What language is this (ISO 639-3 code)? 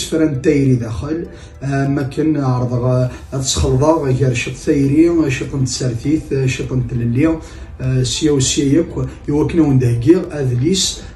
kab